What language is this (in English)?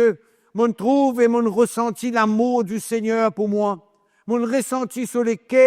Morisyen